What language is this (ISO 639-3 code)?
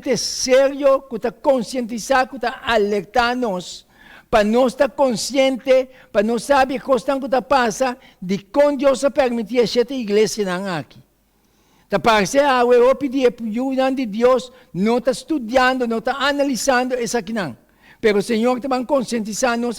pap